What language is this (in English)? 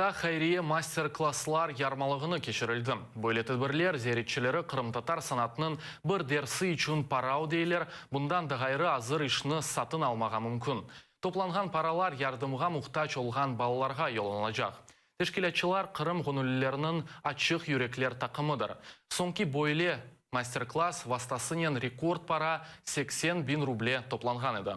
Crimean Tatar